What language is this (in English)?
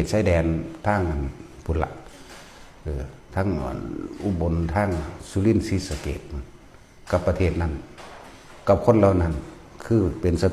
Northeastern Thai